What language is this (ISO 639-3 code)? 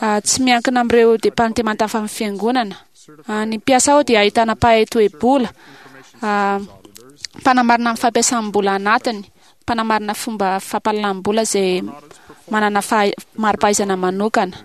mlg